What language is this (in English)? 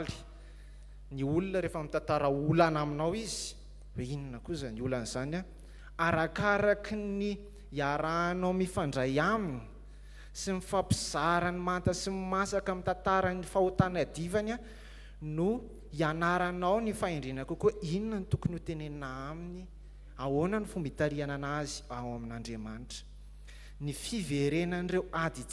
Malagasy